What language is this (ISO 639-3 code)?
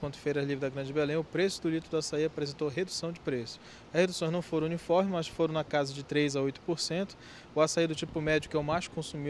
por